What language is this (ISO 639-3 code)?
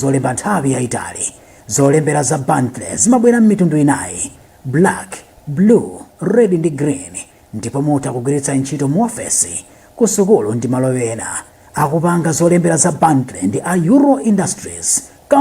nya